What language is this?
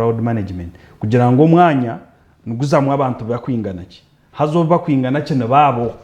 Nyankole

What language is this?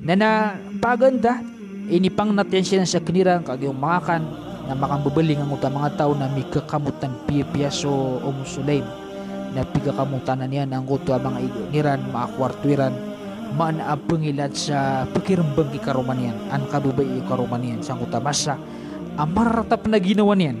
Maranao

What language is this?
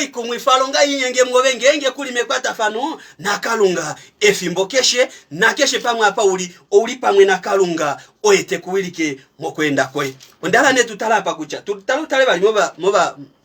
Kuanyama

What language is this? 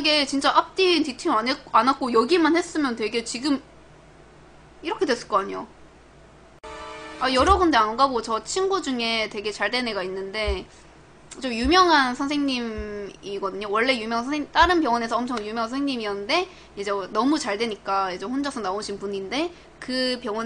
Korean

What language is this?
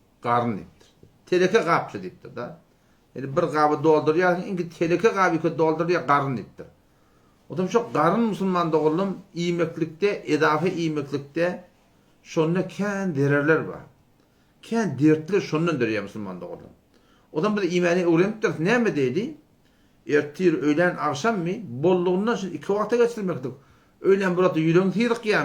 Turkmen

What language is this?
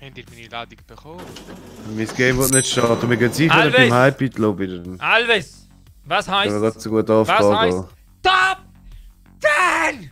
Swiss German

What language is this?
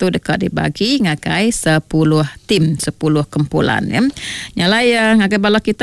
Iban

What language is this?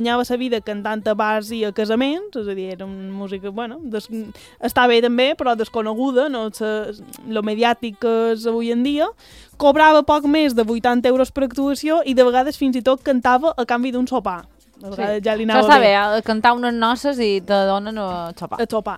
Catalan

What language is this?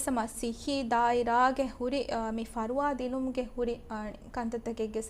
Divehi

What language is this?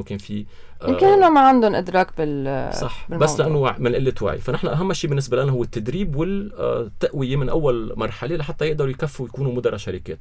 North Levantine Arabic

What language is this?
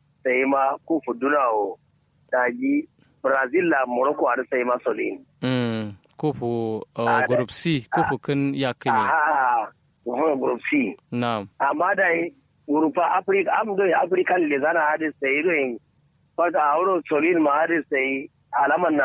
Kanuri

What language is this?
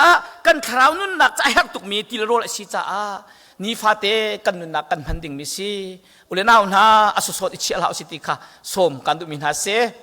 Hakha Chin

